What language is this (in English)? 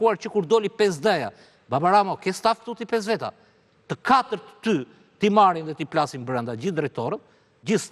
Albanian